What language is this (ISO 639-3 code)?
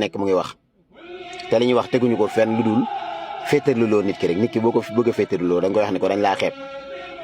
wol